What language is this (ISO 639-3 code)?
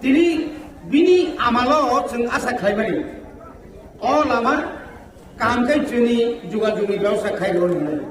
trp